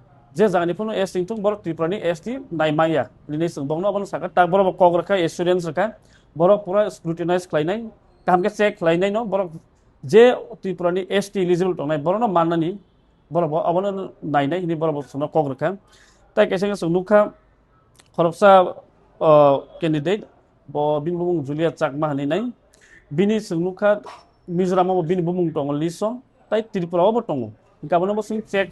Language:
Kok Borok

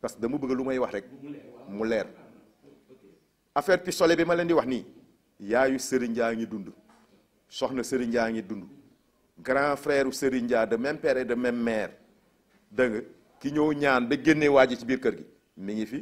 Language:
Wolof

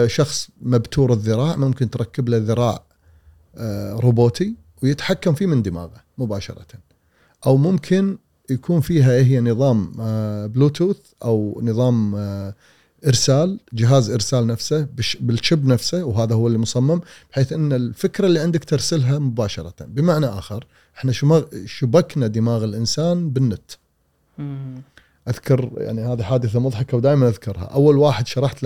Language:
Gulf Arabic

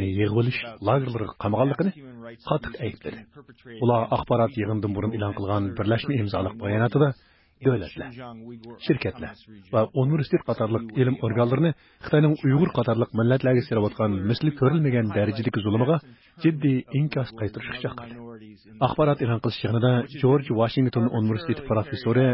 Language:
Uyghur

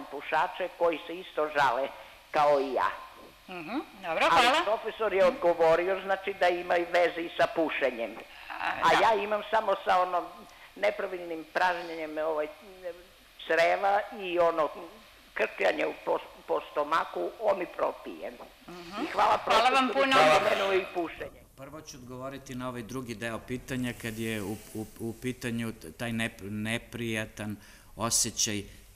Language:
Serbian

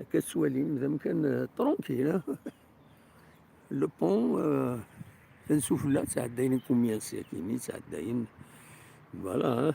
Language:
Kabyle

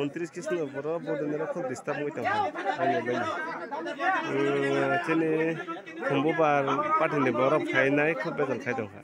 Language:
Kok Borok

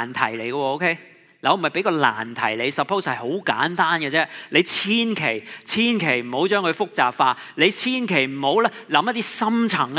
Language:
Cantonese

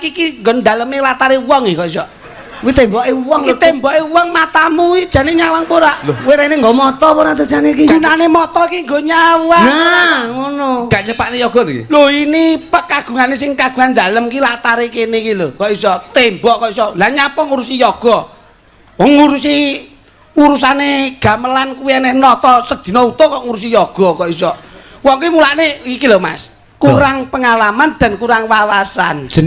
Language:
Javanese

